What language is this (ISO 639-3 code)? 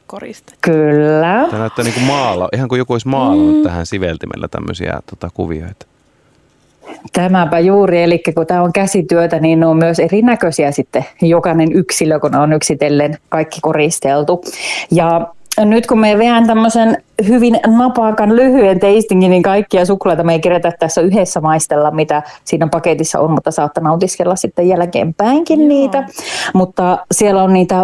fin